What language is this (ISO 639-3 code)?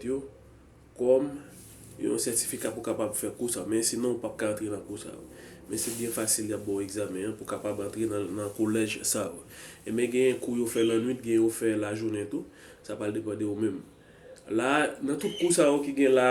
hat